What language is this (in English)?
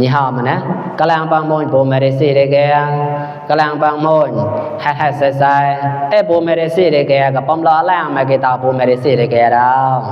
Mon